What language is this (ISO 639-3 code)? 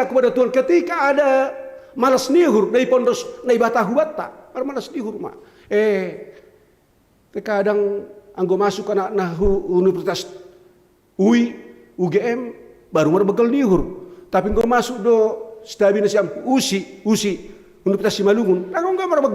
bts